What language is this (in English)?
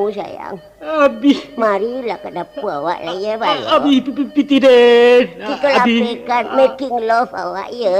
Minangkabau